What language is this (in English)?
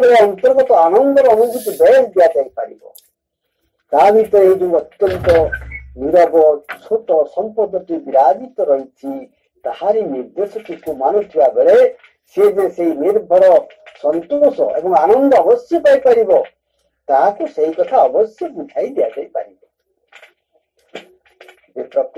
Odia